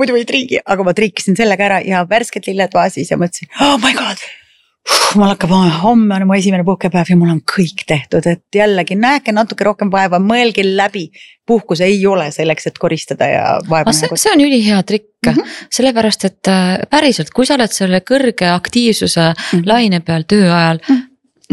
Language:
Estonian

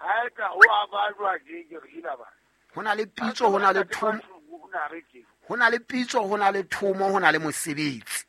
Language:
Southern Sotho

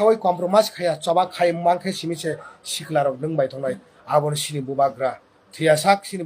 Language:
Kok Borok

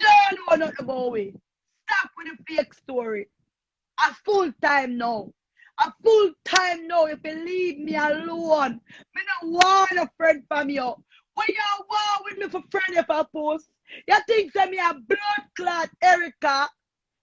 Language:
Jamaican Creole English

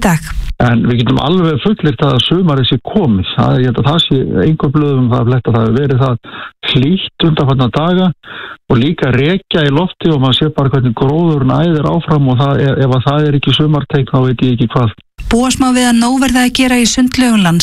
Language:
Icelandic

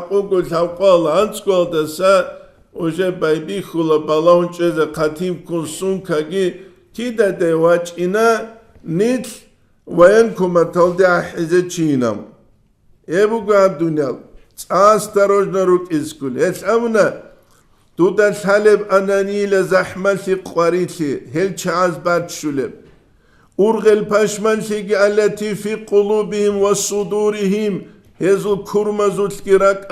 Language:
Avaric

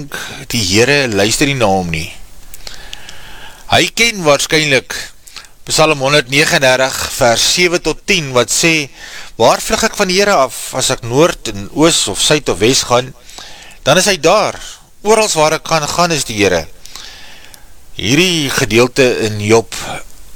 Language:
Afrikaans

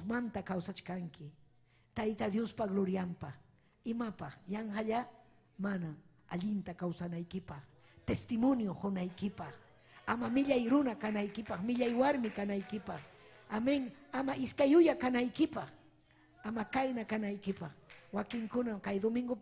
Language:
Ayacucho Quechua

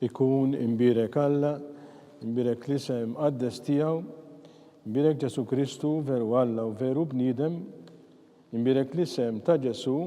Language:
Maltese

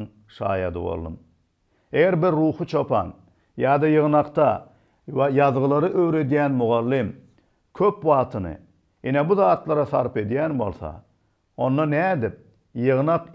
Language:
Turkmen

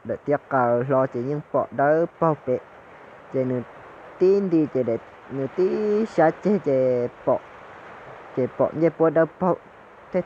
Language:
Hmong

